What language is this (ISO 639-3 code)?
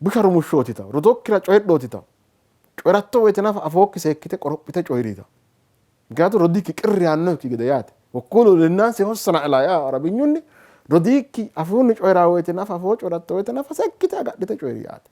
sid